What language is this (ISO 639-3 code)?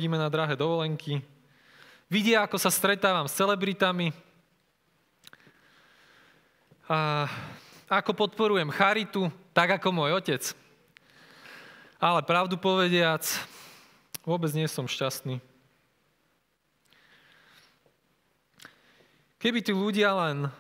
slk